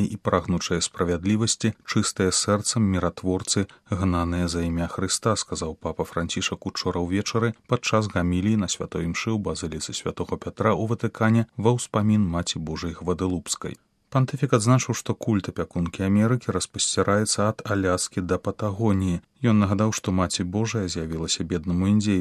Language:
Belarusian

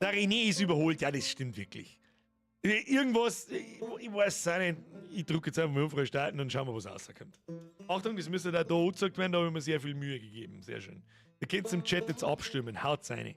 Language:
Bavarian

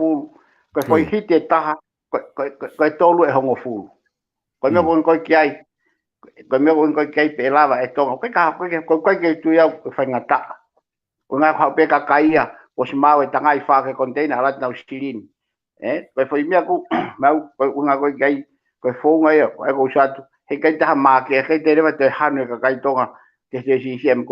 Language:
Tongan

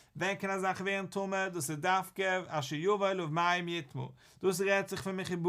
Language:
Yiddish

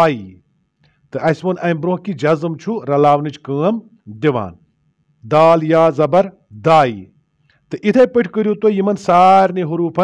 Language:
Kashmiri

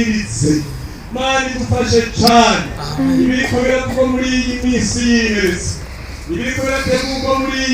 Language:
Rundi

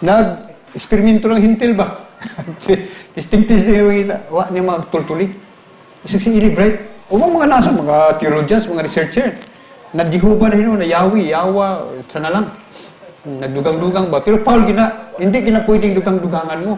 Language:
Cebuano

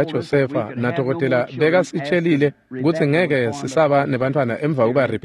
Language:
Swati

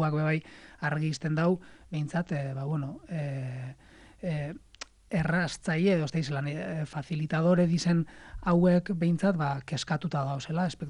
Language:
Basque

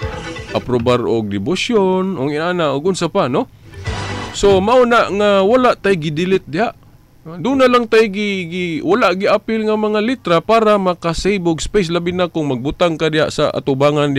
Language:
Cebuano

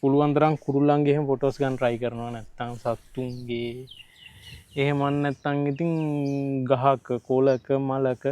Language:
Sinhala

